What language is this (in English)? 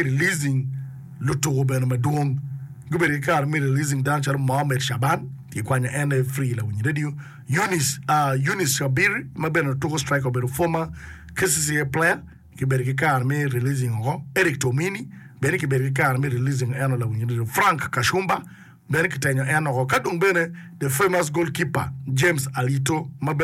Acoli